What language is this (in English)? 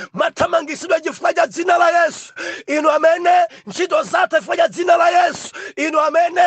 Nyanja